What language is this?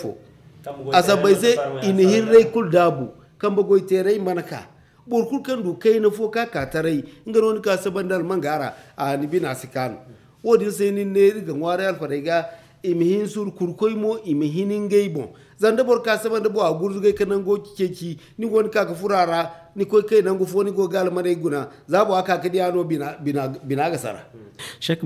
Zarma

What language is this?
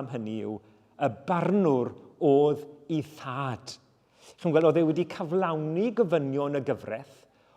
Welsh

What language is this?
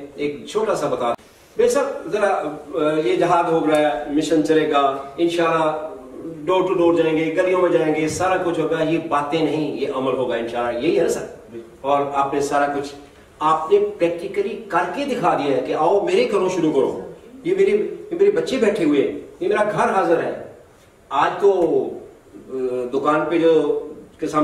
Urdu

